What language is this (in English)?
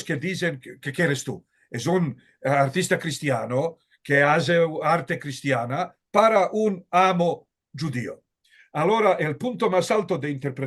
Ladino